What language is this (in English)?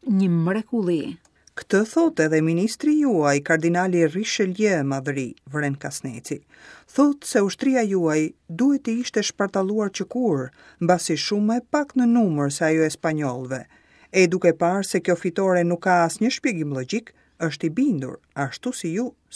Albanian